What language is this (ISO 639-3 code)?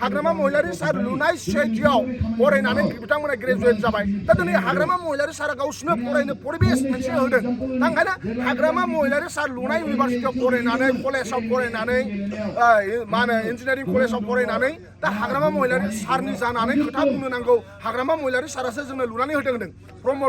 brx